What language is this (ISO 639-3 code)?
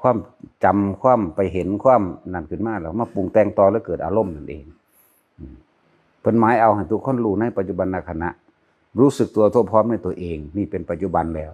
tts